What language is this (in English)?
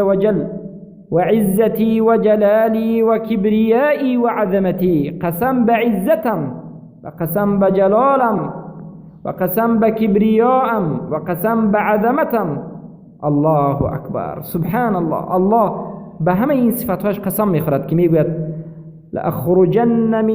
Persian